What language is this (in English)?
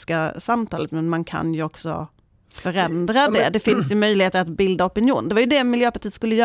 Swedish